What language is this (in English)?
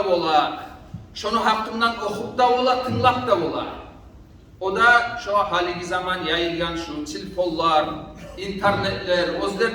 Kumyk